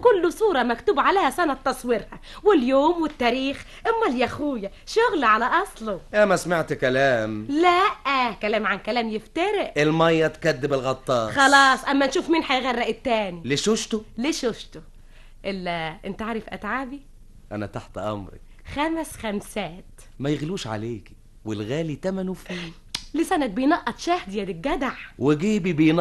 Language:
Egyptian Arabic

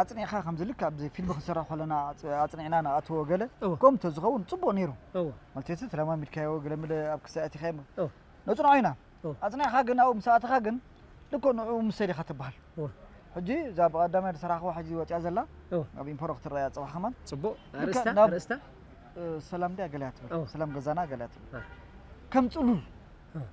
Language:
Tigrinya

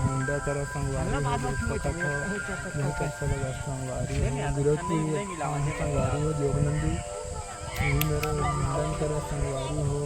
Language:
Chhattisgarhi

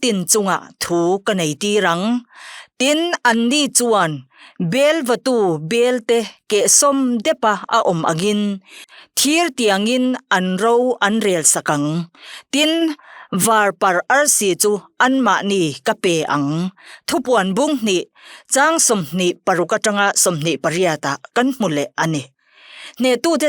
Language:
Mizo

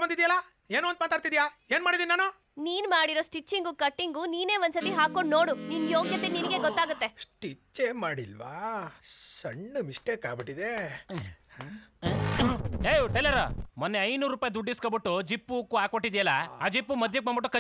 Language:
Kannada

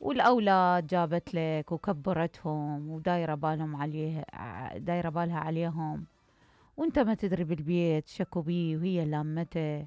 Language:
Mesopotamian Arabic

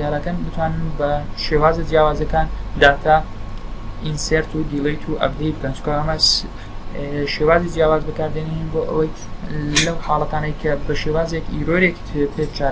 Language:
Central Kurdish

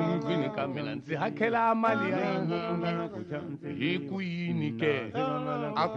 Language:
Tsonga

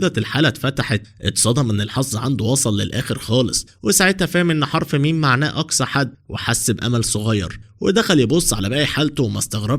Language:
Egyptian Arabic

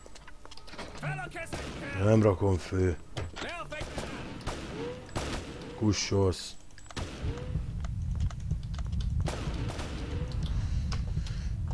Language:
Hungarian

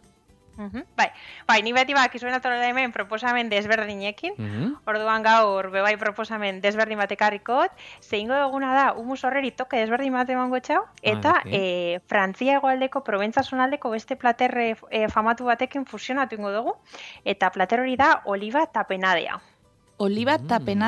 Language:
Basque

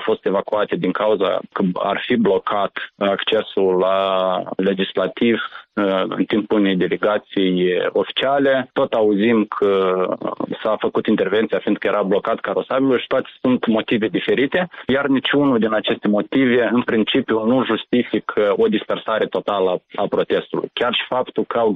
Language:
Romanian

